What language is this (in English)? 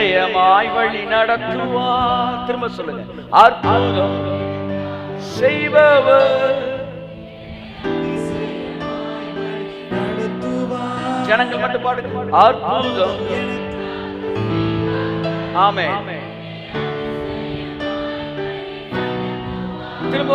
Tamil